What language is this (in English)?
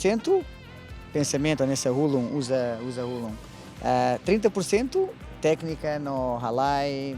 Tetum